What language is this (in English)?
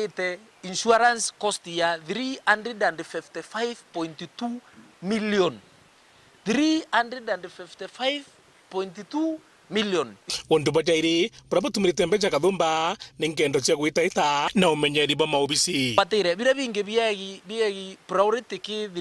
Meru